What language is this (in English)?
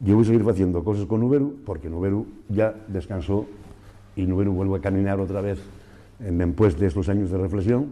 Asturian